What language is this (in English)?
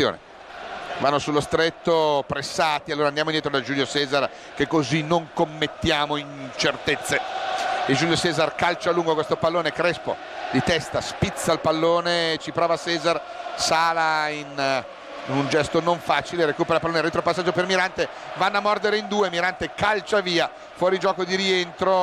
Italian